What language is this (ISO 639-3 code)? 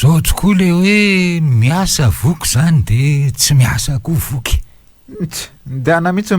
mlg